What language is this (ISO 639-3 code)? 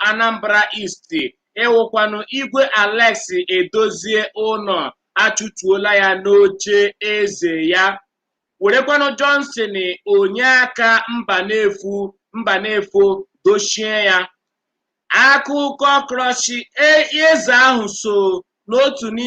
ibo